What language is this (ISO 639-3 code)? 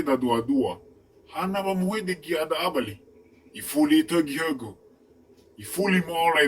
nia